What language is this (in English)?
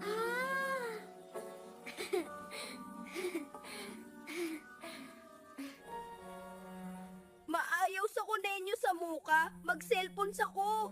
Cebuano